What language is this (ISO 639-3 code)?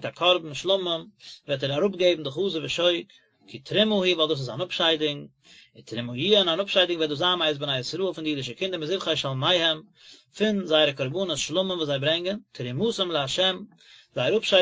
yid